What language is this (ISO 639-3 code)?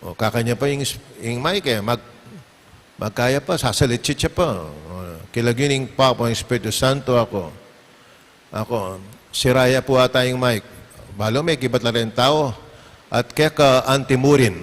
pam